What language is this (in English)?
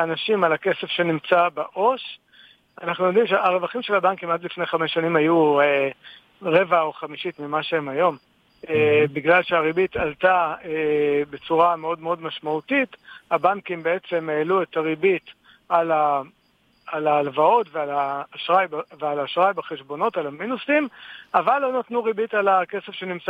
Hebrew